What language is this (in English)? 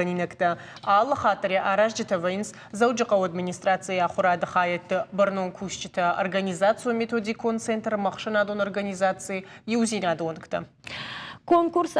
Ossetic